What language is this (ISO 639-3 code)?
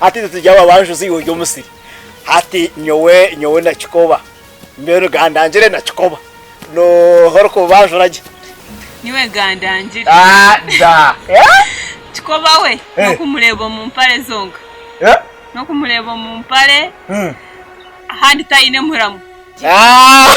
nyn